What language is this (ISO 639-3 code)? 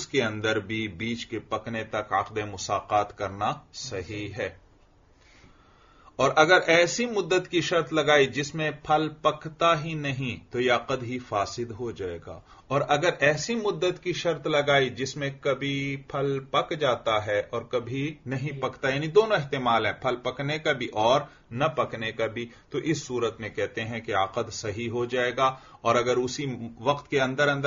urd